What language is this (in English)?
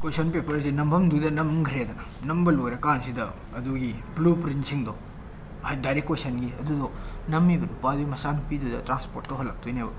Manipuri